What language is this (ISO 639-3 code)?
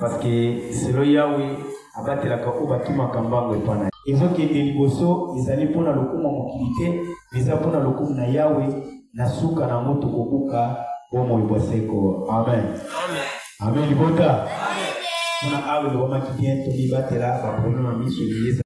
lin